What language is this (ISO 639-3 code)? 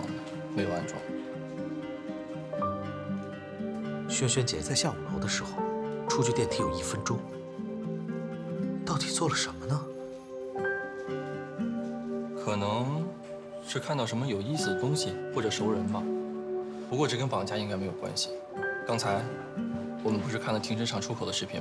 zho